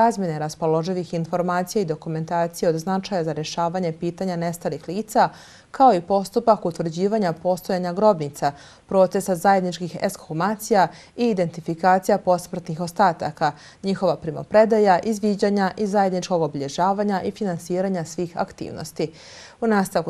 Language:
Bosnian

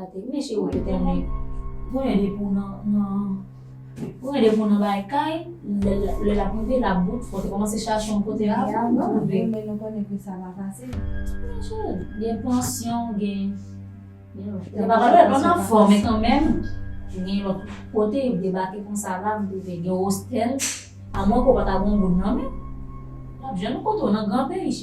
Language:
Haitian Creole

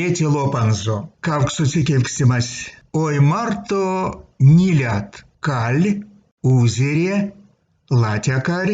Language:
Erzya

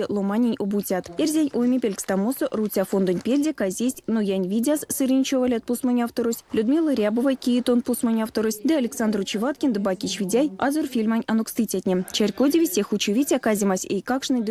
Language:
Erzya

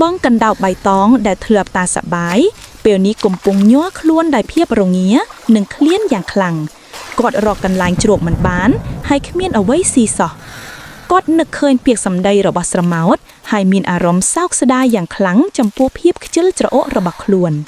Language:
Khmer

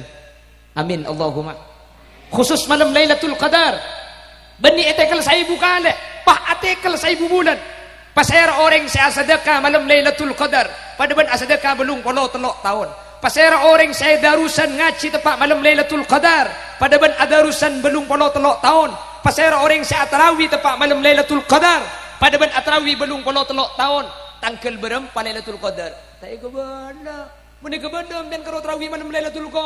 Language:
Madurese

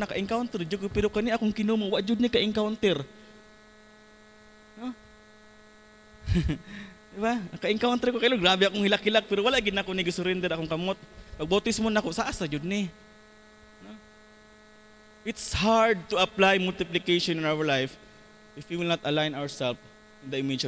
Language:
Cebuano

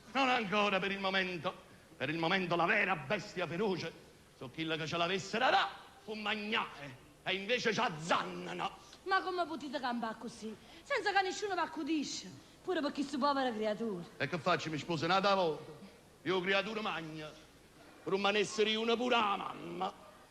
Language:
Neapolitan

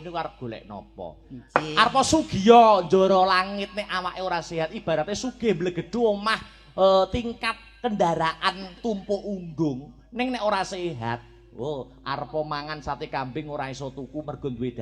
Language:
Javanese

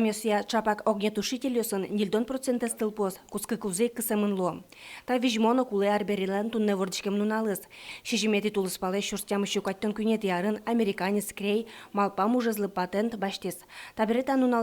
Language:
Udmurt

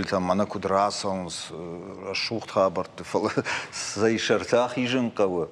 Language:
Ossetic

